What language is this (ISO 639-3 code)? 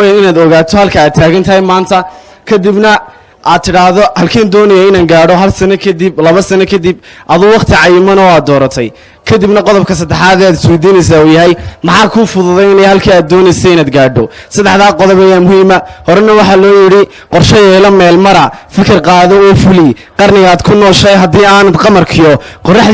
som